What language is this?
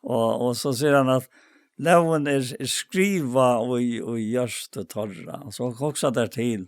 Faroese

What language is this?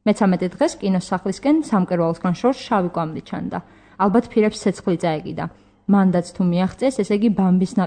Georgian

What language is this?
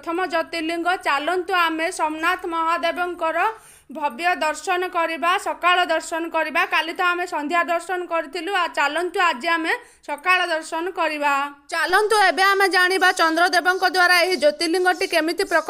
Odia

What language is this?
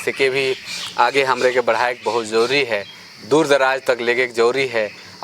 Sadri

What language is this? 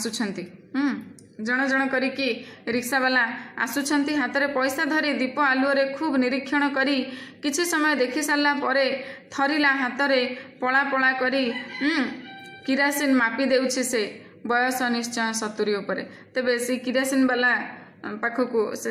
Odia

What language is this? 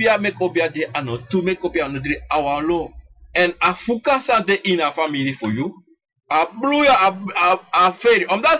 Sranan Tongo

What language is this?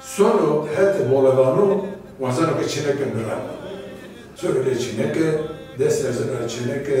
Zaza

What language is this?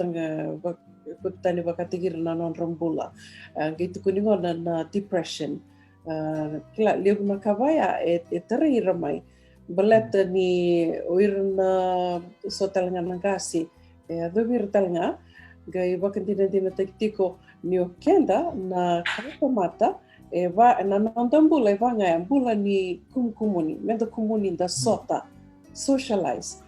Fijian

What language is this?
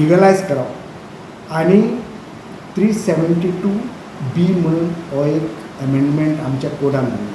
Konkani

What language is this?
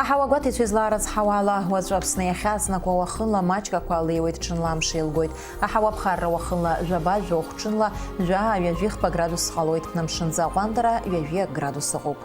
Abkhazian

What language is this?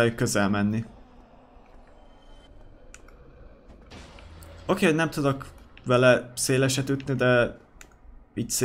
Hungarian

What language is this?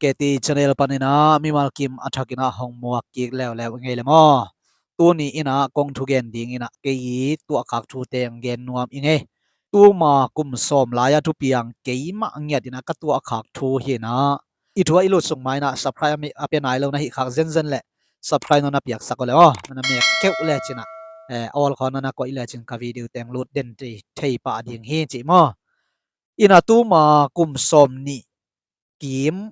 Tedim Chin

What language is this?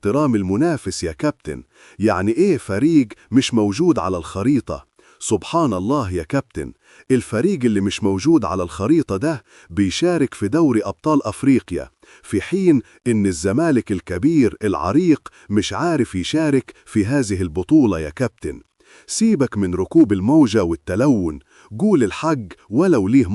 Egyptian Arabic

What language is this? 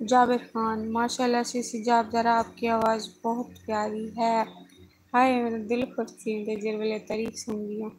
Saraiki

